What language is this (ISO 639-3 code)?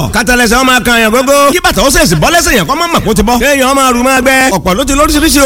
yor